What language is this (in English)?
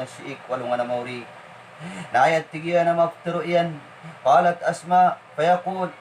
Maranao